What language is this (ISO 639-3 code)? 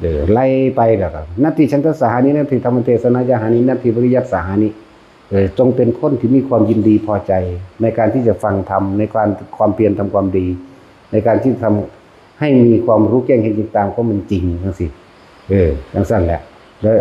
tts